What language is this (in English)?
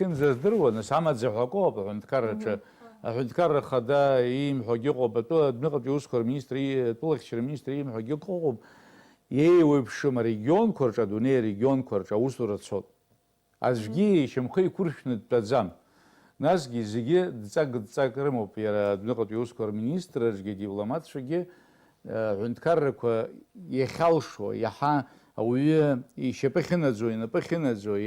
Abkhazian